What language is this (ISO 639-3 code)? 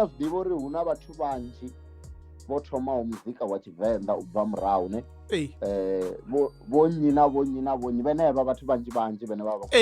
ven